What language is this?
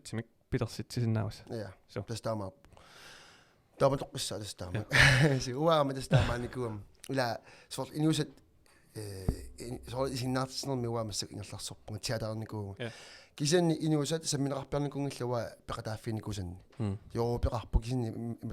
Kalaallisut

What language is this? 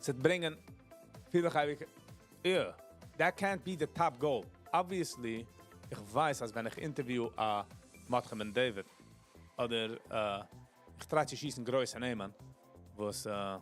Yiddish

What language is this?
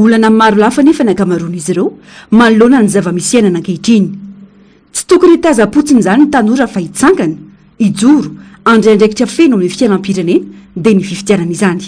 Malagasy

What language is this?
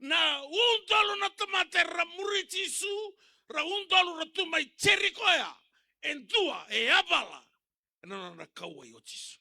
Fijian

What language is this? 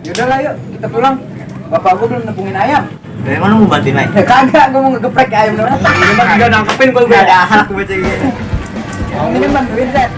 Betawi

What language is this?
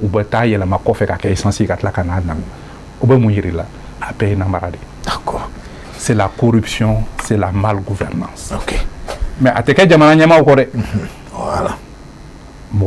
Bambara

